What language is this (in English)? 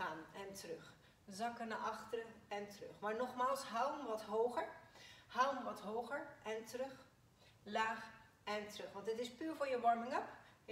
Dutch